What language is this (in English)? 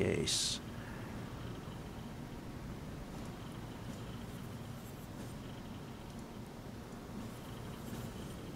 English